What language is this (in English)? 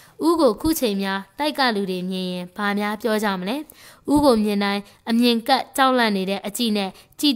Burmese